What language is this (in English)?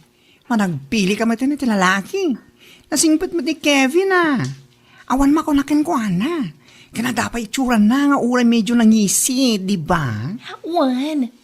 Iloko